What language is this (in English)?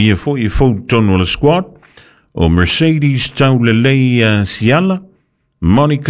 Samoan